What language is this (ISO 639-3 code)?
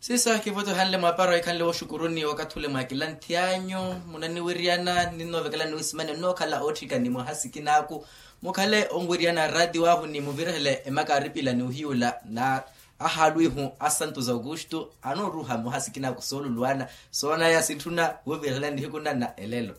vmw